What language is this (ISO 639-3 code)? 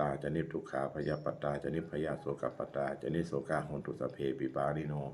pli